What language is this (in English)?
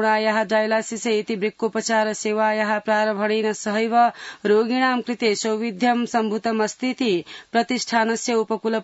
Sanskrit